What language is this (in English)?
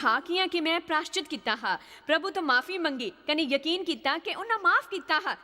Dogri